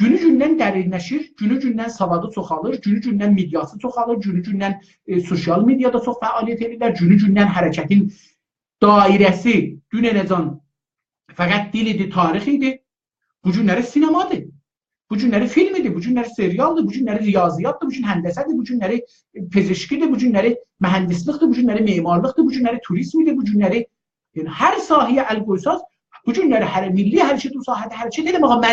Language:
South Azerbaijani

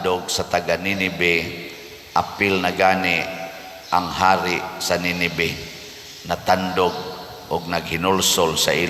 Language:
Cebuano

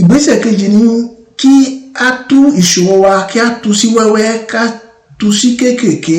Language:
Yoruba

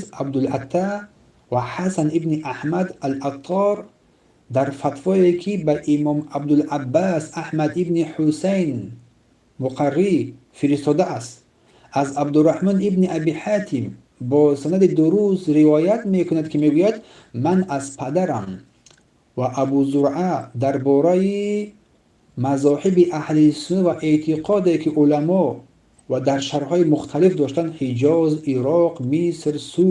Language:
Tajik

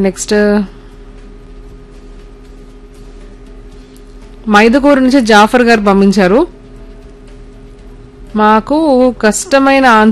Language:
Telugu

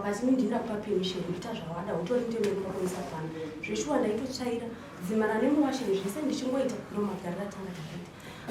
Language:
Shona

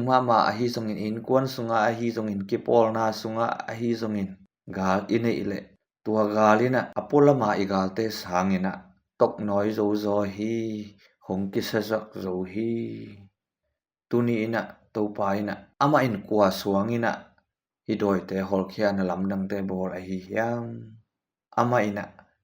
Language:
Tedim Chin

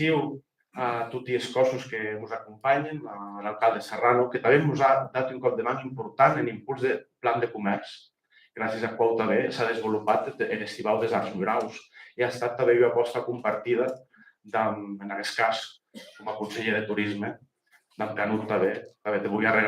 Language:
Occitan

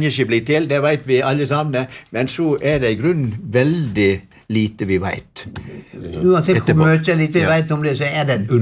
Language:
Norwegian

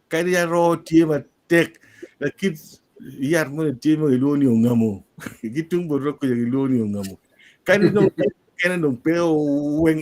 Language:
Acoli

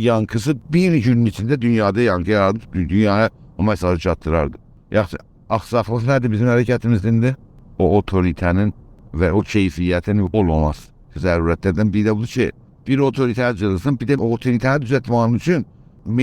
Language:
South Azerbaijani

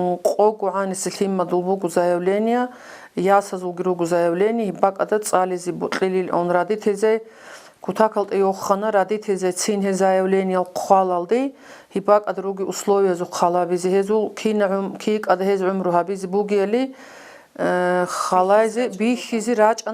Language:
Avaric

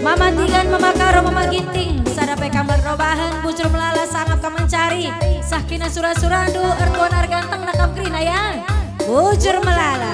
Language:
Batak Karo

